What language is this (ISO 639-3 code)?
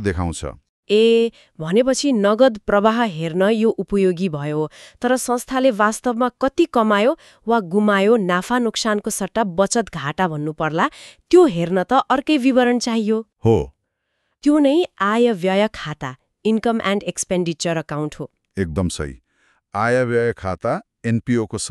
nep